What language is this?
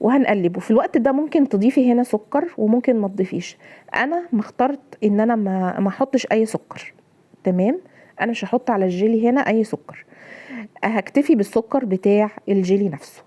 Egyptian Arabic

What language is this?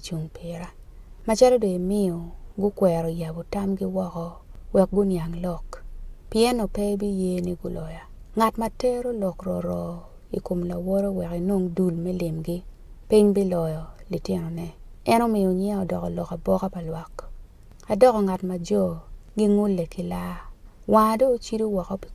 Acoli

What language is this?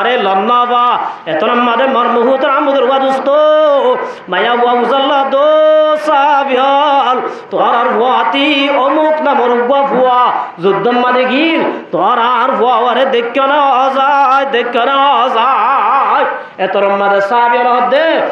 Rohingya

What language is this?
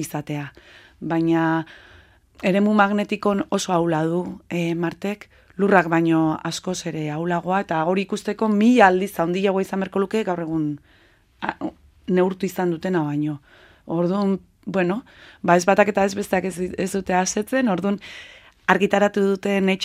Basque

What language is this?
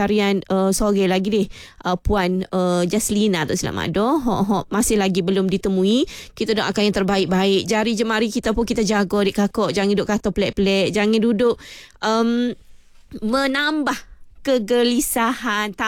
Malay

